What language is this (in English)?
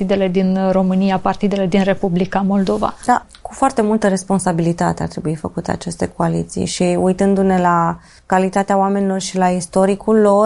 Romanian